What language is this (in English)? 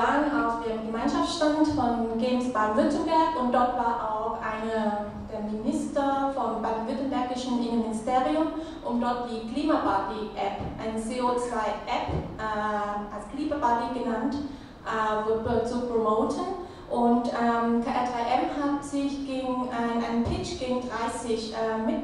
German